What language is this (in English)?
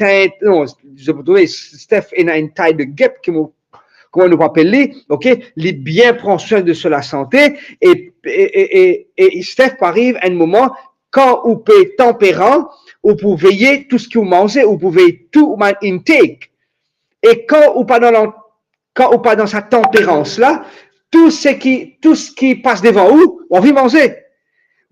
Morisyen